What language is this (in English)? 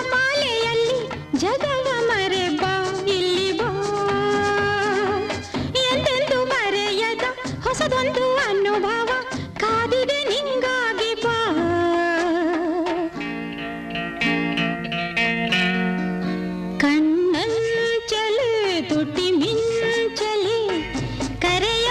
Kannada